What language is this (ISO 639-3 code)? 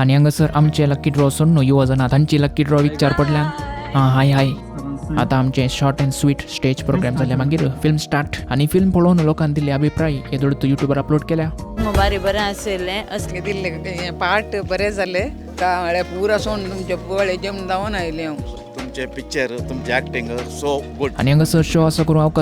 kok